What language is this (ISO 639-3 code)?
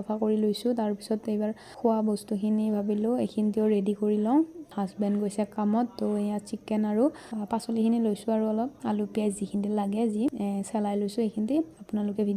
asm